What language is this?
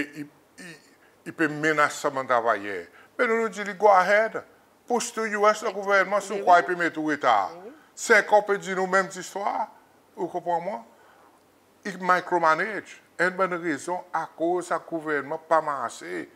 Seselwa Creole French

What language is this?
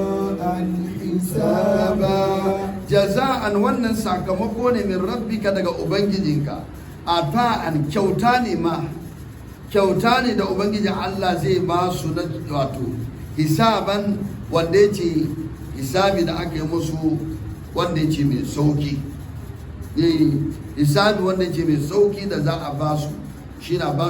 Hausa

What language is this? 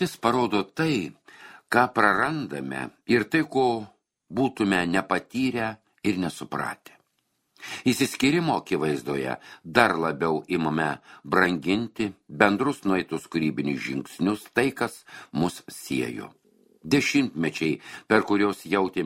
Lithuanian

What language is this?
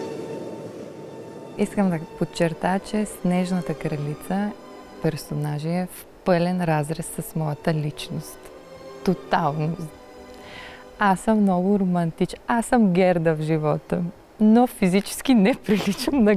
Bulgarian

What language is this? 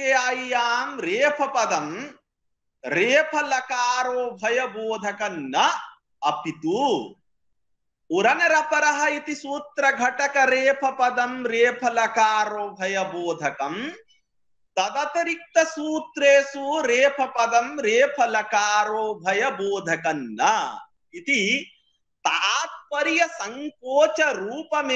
Sanskrit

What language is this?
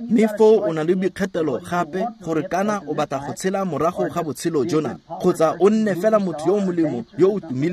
Tswana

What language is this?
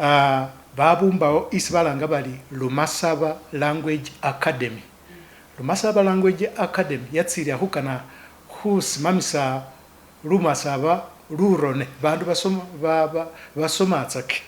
Masaaba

